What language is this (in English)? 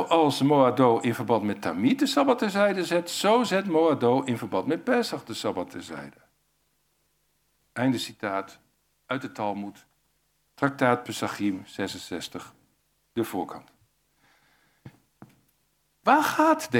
Dutch